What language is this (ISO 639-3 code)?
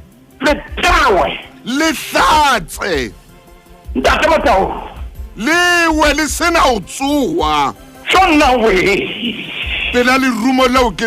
sot